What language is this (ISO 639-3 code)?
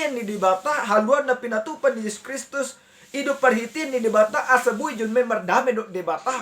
bbc